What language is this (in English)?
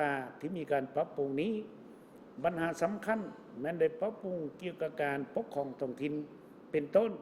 Lao